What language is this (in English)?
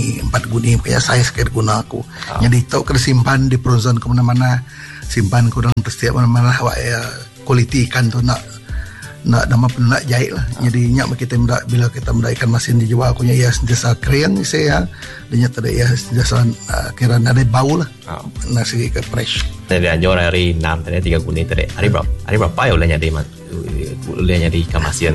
Malay